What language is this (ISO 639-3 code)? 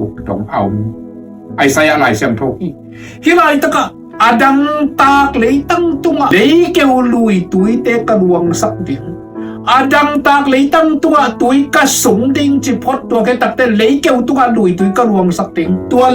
ctd